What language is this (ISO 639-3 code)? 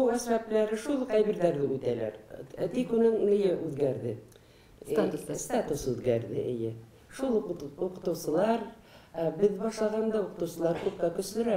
bak